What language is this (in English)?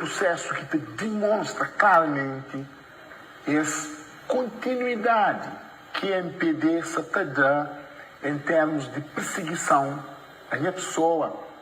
Kabuverdianu